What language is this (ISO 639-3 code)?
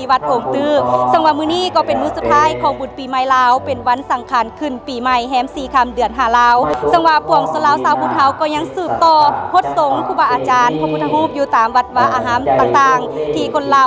lao